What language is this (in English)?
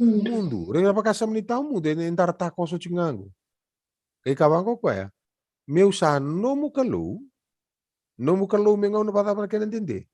Fijian